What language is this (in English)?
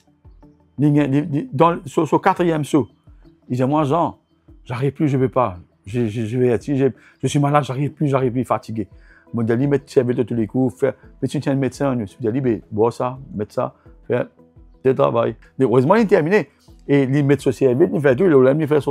Morisyen